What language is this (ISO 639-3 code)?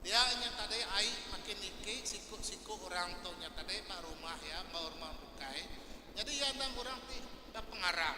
iba